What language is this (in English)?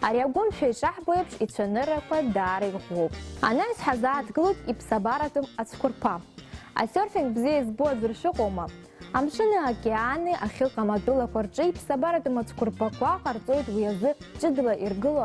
Abkhazian